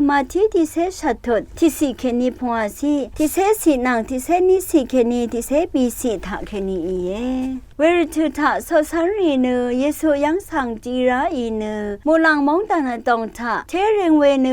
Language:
Rawang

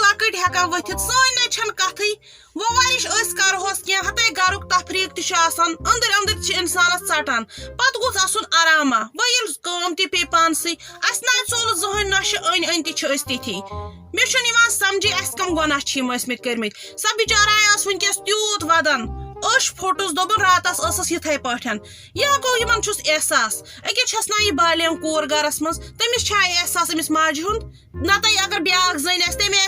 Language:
Kashmiri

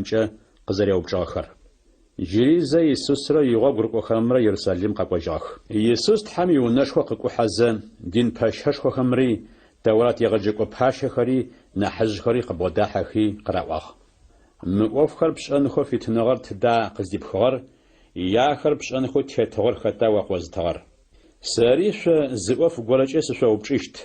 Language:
Adyghe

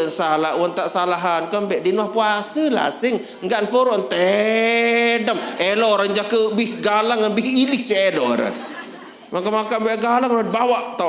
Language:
Sasak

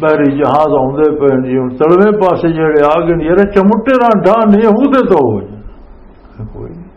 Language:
Western Panjabi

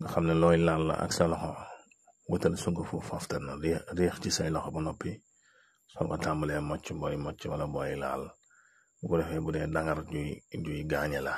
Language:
Wolof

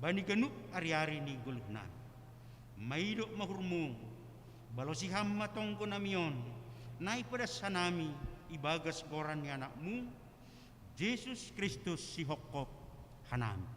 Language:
Batak Simalungun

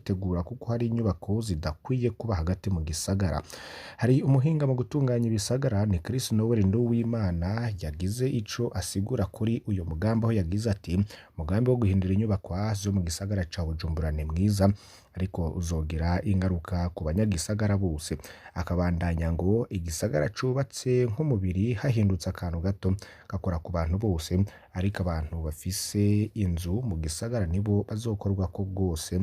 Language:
Rundi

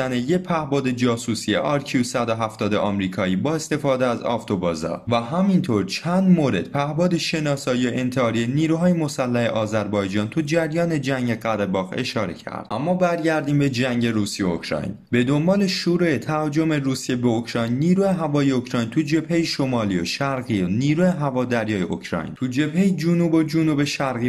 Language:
Persian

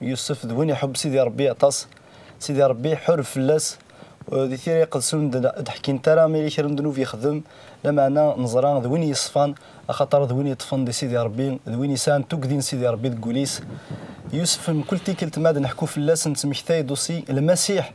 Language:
Kabyle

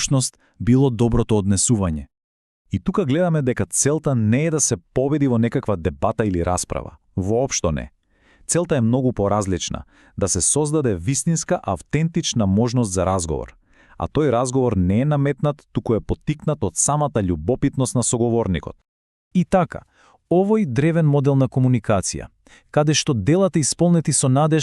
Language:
Macedonian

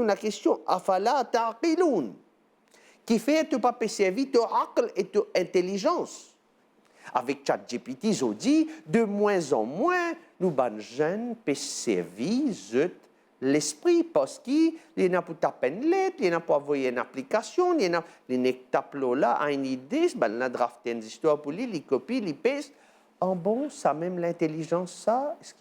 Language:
Morisyen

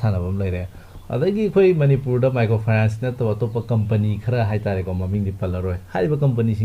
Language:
Manipuri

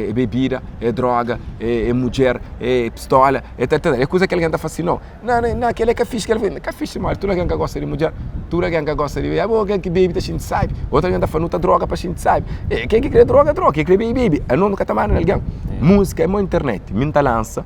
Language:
Kabuverdianu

